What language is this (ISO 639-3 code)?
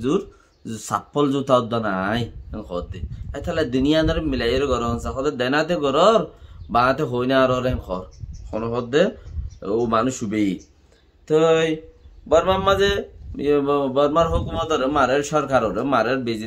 rhg